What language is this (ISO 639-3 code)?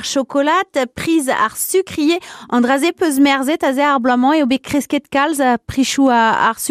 bre